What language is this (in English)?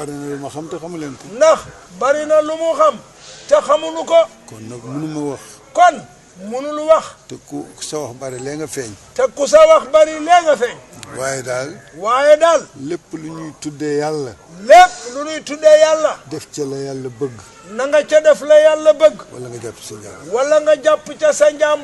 Wolof